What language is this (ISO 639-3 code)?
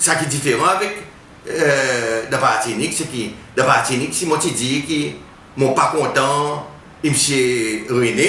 crs